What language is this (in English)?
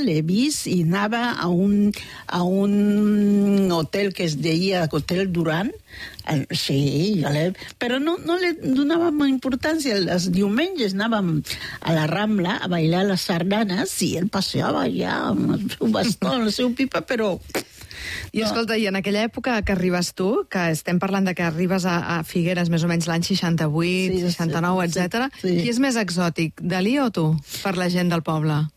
Catalan